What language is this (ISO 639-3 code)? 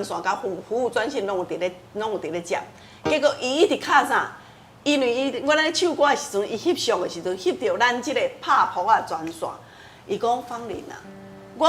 nan